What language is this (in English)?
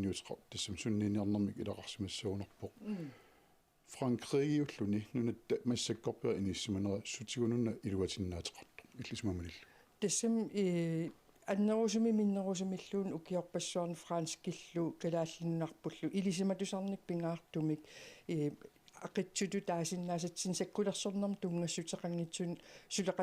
Kalaallisut